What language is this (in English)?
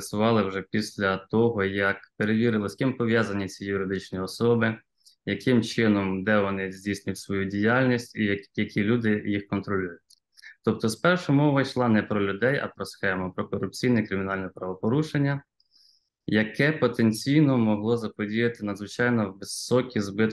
Ukrainian